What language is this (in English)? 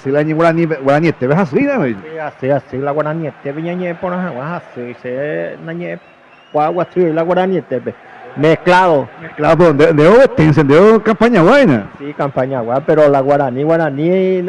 Guarani